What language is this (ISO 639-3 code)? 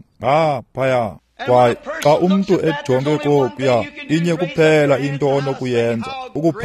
xho